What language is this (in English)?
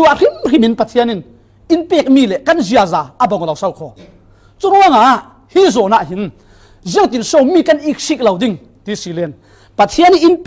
Falam Chin